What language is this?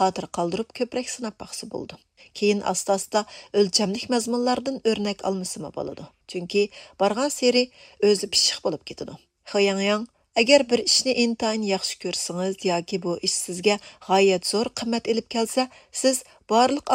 Uyghur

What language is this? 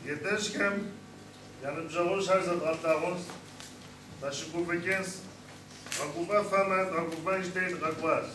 Kabardian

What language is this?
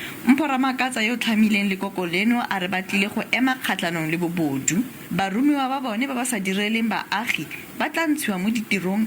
Tswana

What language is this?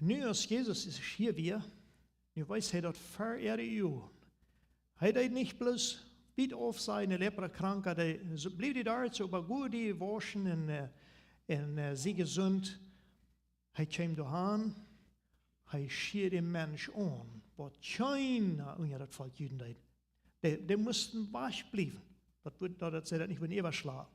Plautdietsch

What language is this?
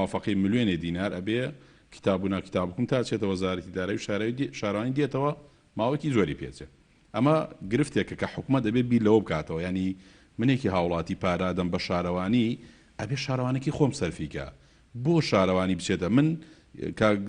Central Kurdish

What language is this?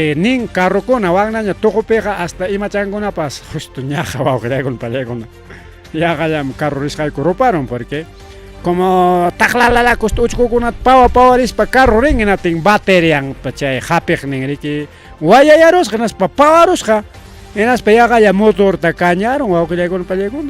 Ayacucho Quechua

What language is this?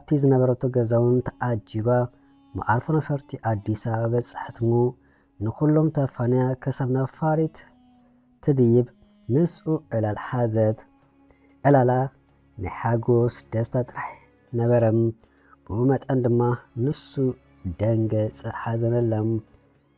Tigrinya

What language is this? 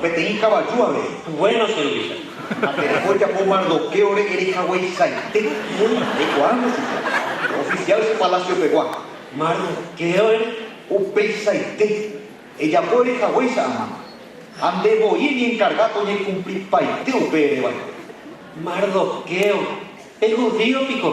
Guarani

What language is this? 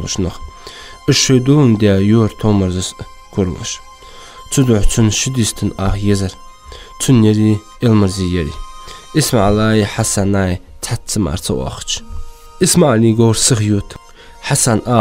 Ingush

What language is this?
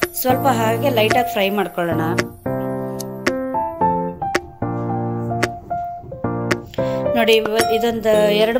Kannada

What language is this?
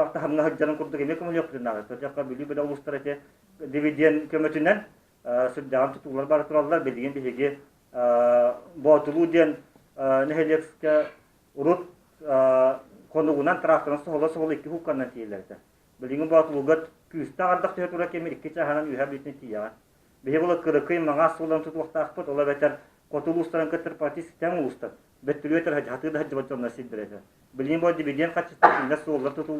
Yakut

